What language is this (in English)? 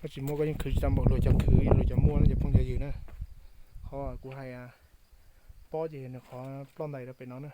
Hmong